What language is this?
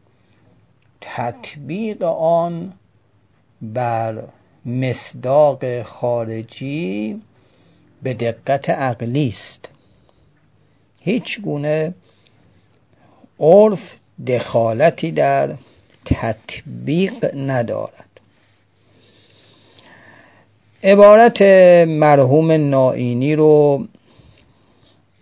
Persian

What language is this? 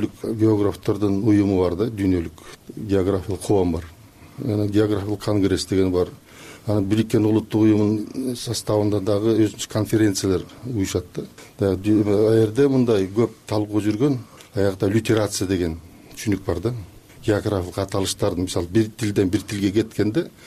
Kyrgyz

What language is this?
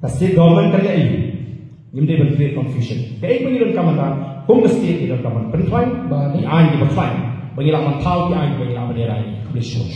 Khasi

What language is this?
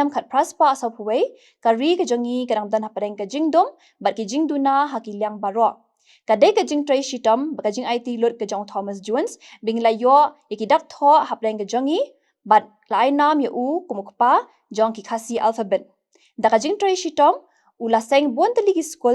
Khasi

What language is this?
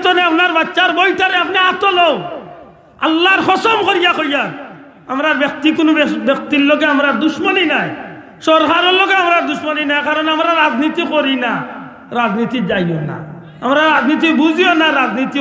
Sylheti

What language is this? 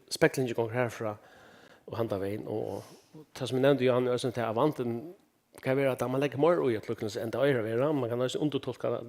Faroese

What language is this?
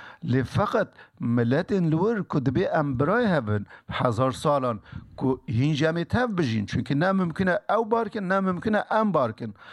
Kurdish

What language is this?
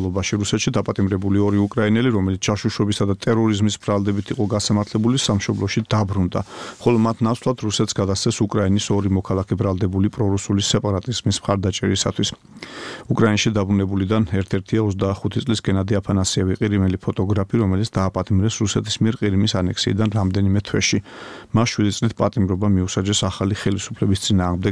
Georgian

